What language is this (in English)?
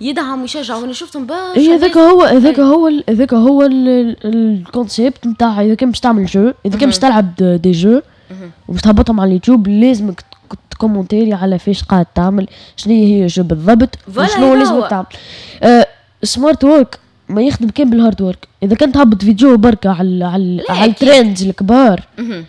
Tunisian Arabic